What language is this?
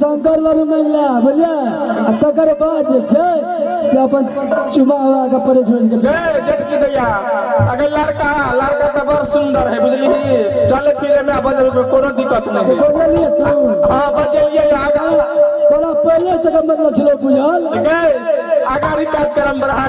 Maithili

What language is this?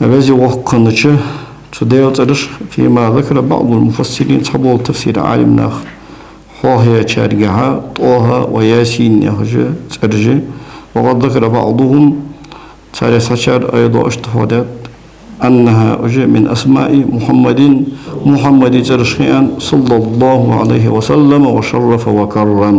Ingush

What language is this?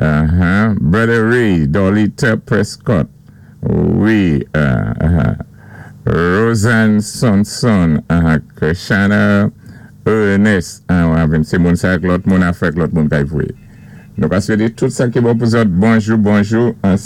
Saint Lucian Creole French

